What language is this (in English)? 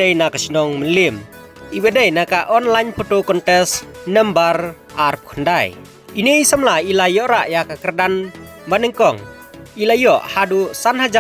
Khasi